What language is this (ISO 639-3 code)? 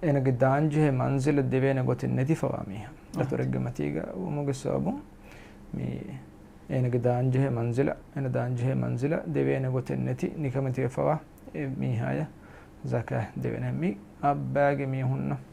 div